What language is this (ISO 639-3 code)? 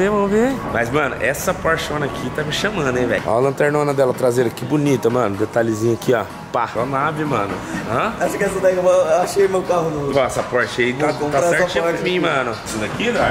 por